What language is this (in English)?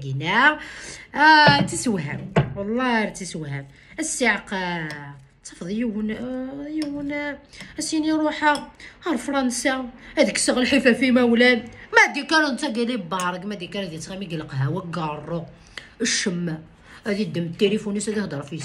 Kabyle